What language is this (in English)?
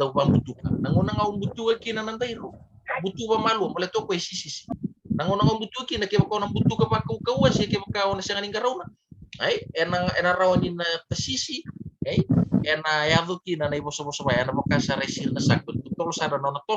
Fijian